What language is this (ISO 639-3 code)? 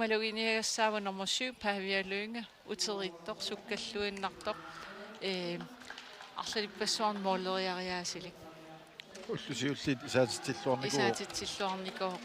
kal